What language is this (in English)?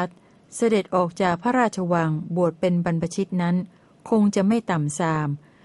Thai